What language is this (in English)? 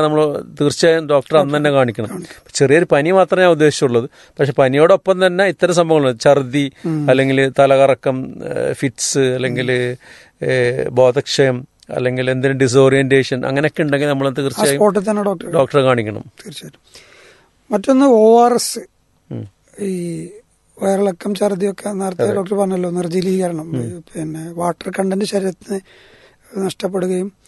Malayalam